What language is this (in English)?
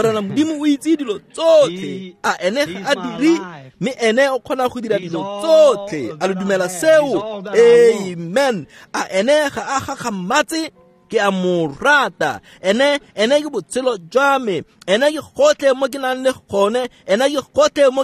Tswana